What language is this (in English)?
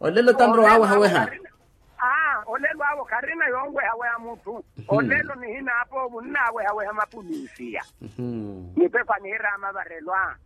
Makhuwa